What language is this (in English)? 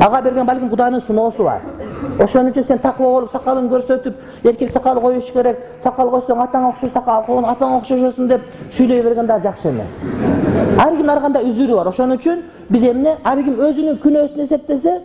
Kyrgyz